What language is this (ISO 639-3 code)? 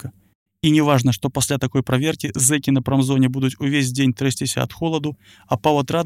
bel